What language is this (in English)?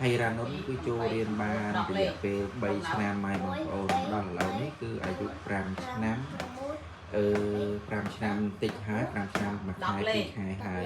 Khmer